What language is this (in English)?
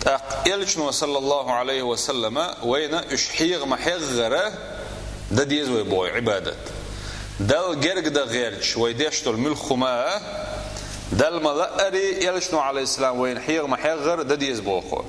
Chechen